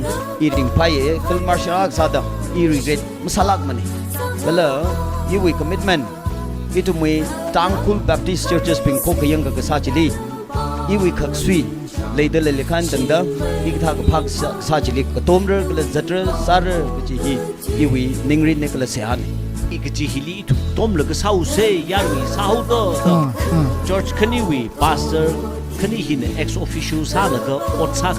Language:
Tangkhul Naga (India)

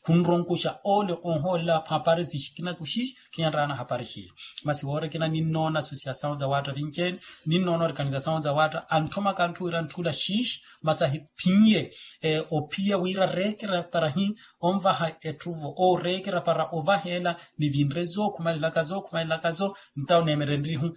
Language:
Makhuwa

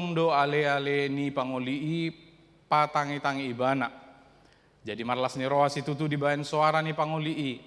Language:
Batak Toba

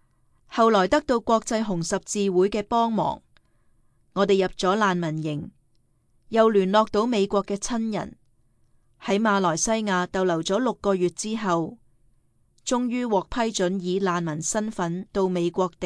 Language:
Cantonese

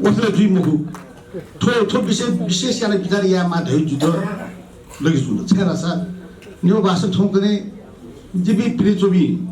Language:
Newari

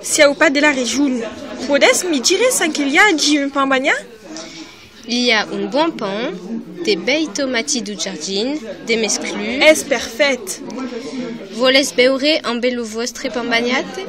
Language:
Occitan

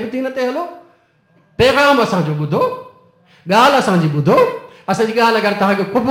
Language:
Sindhi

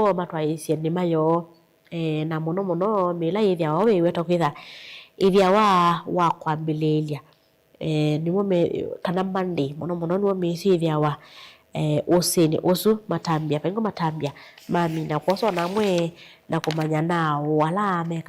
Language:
Kamba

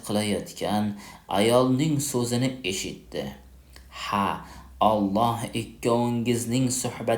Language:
Uzbek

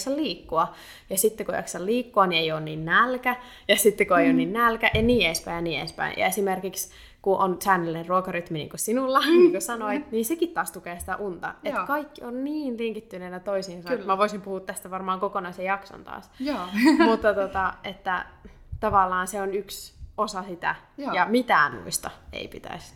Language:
Finnish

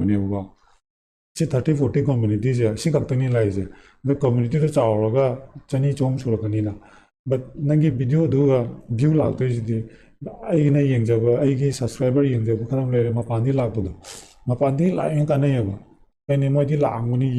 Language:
Manipuri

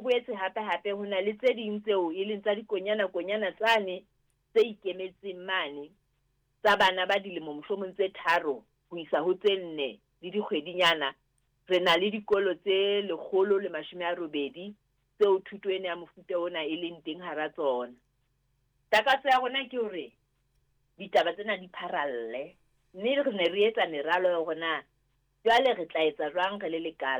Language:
Southern Sotho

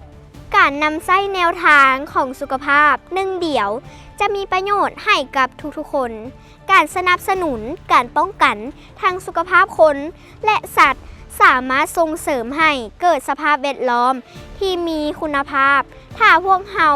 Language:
Lao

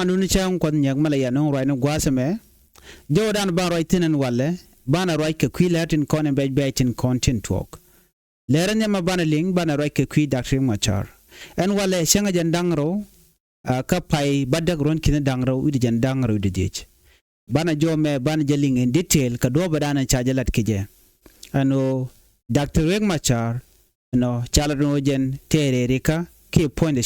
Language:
Nuer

